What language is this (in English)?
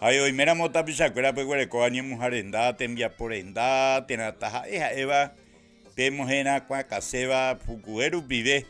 Guarani